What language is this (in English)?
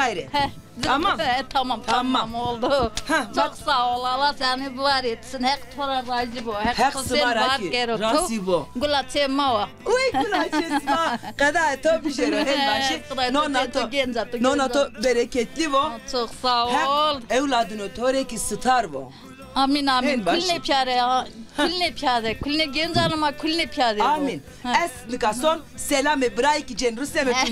Zaza